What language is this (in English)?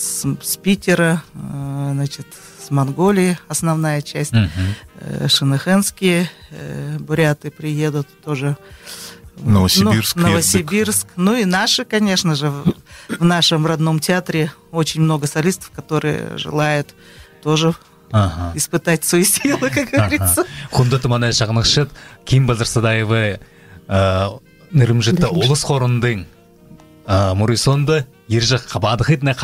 Buriat